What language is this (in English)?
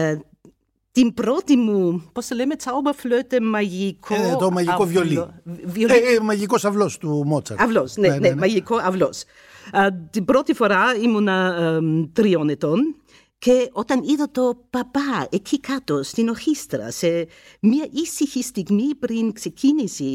Greek